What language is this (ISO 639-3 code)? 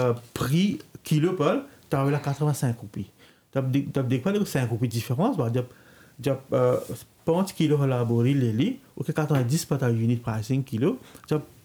bho